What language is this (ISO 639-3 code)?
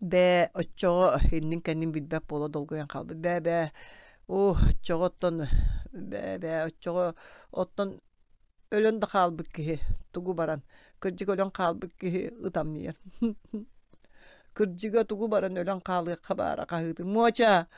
sah